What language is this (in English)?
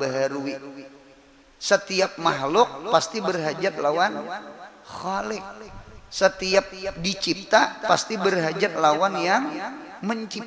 Banjar